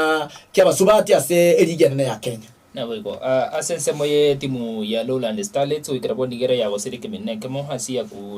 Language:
Gusii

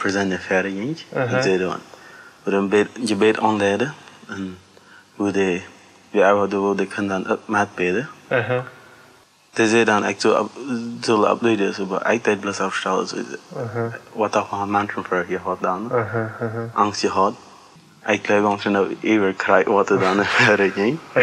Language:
Plautdietsch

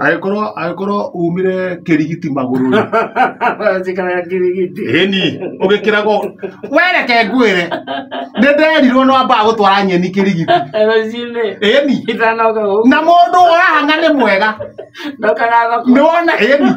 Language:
Kikuyu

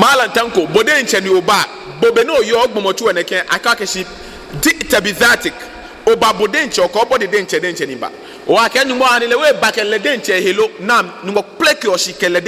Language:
Ga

